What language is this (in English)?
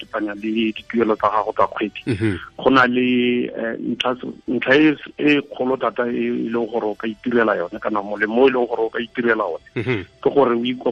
Tswana